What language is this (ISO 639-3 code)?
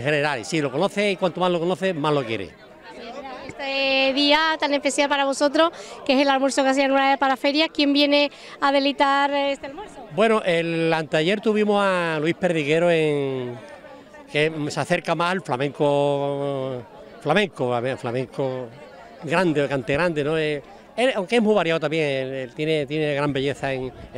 spa